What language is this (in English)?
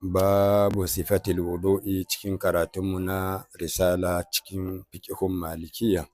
Hausa